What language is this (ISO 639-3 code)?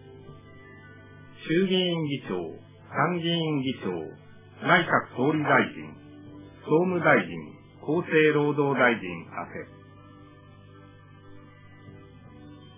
jpn